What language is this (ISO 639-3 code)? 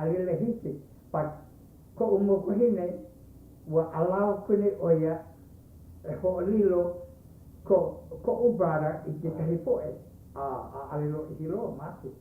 haw